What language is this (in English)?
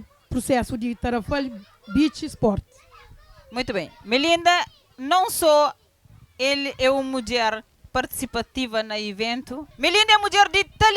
Kabuverdianu